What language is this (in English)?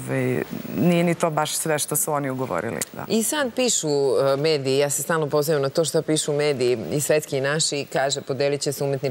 Serbian